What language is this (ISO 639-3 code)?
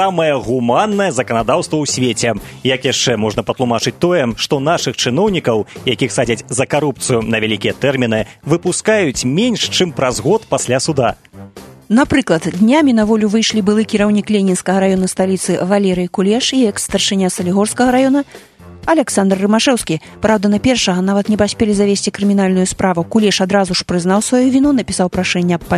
bel